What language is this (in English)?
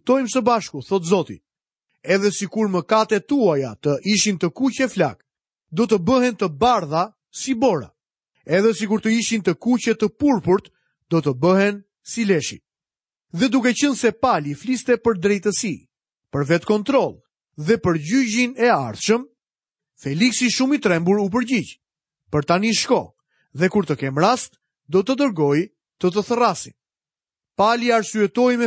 Albanian